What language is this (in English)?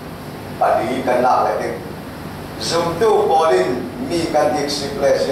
Falam Chin